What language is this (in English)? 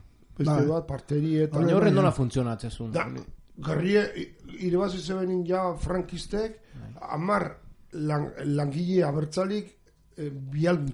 Basque